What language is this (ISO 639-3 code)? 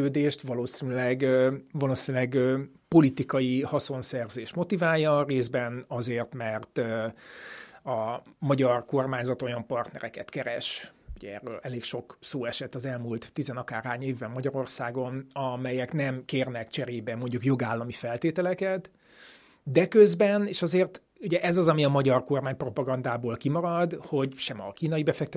hun